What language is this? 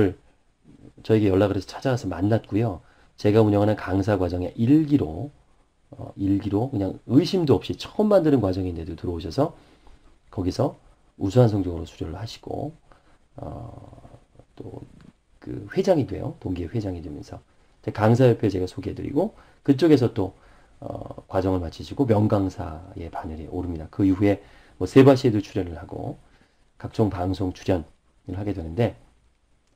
Korean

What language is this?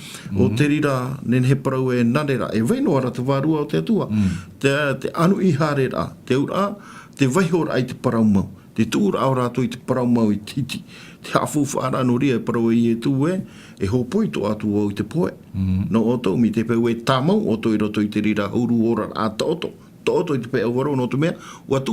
Tahitian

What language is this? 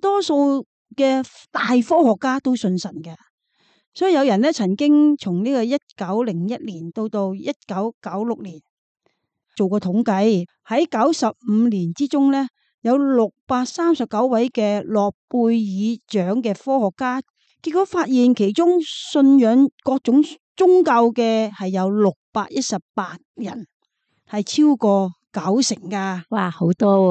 Cantonese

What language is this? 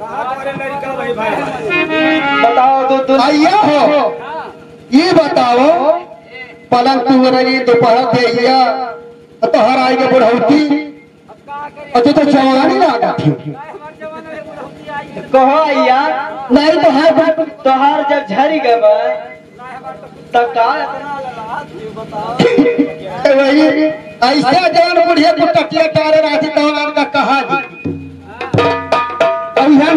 Bhojpuri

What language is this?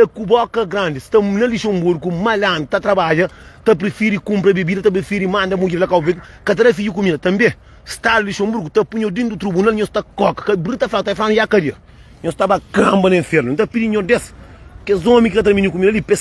Kabuverdianu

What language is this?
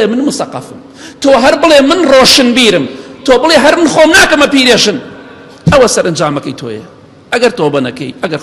Central Kurdish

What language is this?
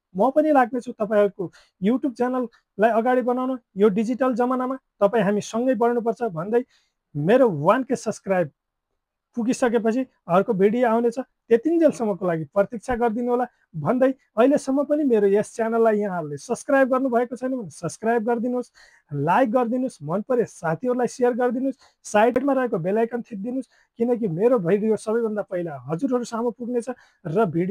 Nepali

